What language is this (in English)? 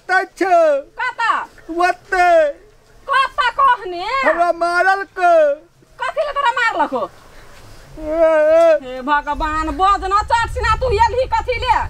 Maithili